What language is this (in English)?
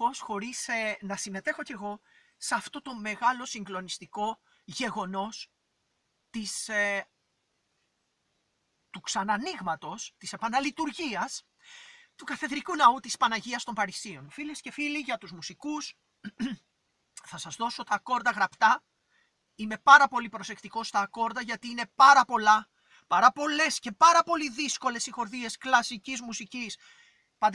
Greek